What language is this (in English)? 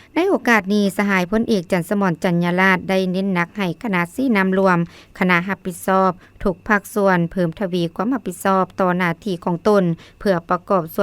Lao